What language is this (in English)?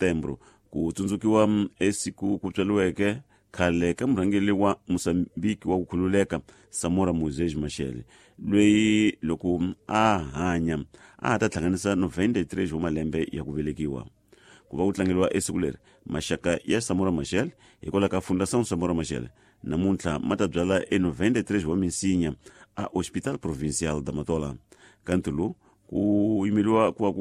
Tsonga